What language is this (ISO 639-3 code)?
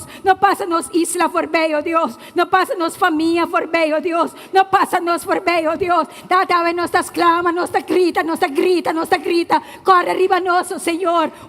pap